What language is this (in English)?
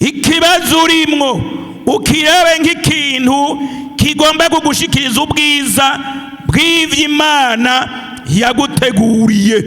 Rundi